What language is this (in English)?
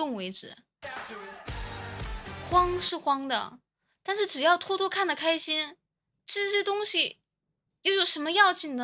Chinese